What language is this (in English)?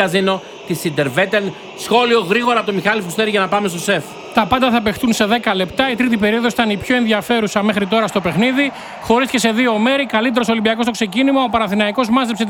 Greek